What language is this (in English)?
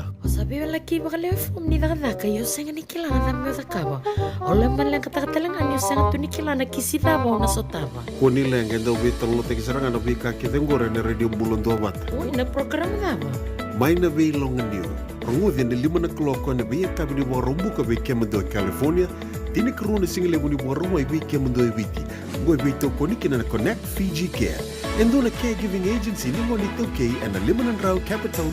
Fijian